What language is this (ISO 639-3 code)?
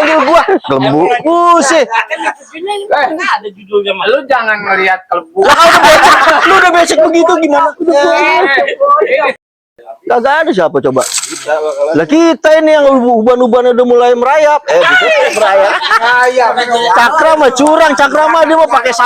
bew